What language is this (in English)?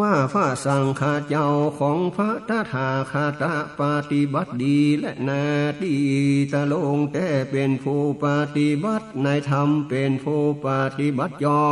Northern Thai